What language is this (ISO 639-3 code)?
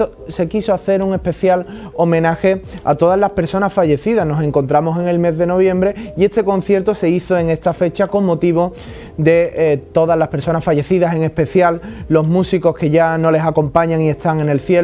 spa